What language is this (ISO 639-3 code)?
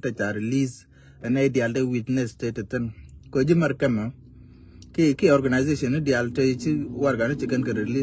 nus